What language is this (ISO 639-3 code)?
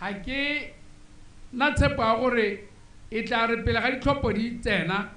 tsn